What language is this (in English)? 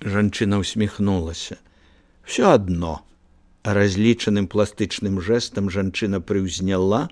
Belarusian